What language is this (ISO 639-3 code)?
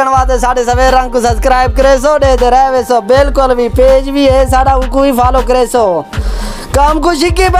skr